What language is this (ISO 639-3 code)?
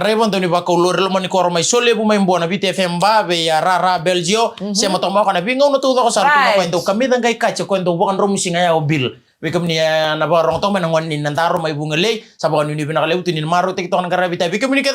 fij